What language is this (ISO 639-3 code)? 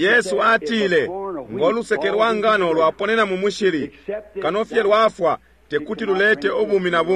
bem